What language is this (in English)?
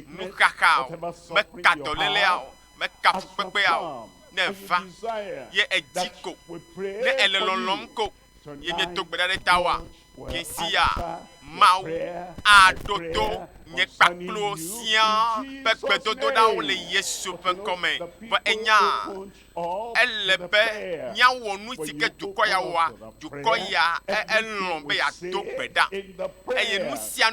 Ewe